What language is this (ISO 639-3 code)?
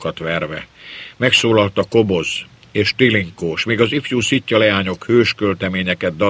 hun